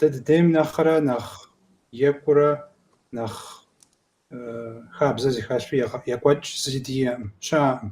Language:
Kabardian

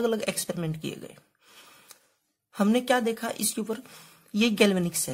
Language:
Hindi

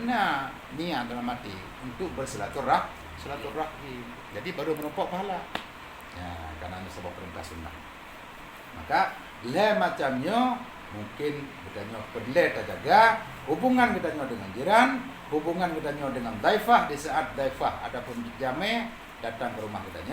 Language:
Achinese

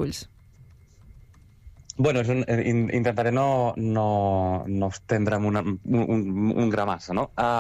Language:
Catalan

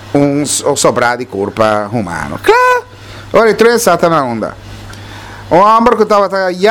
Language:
Papiamento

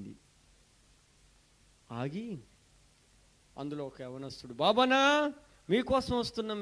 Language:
Telugu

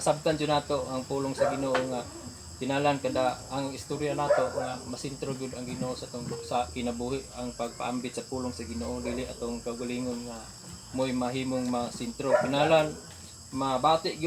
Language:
Cebuano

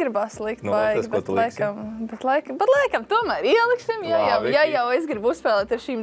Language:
Latvian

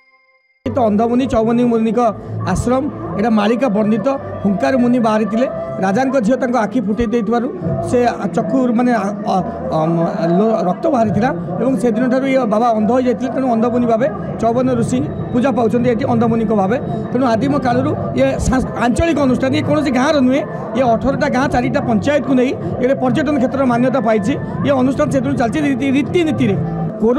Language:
Odia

